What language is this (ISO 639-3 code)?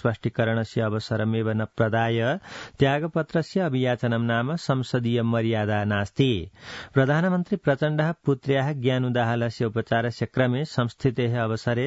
san